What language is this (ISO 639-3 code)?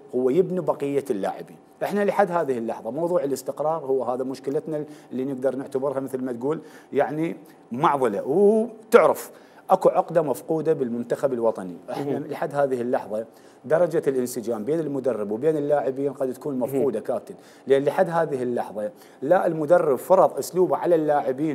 acm